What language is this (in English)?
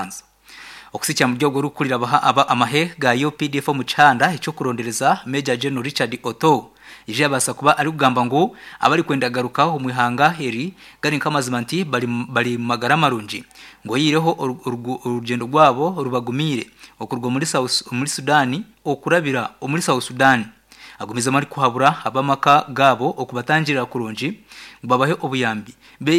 Nyankole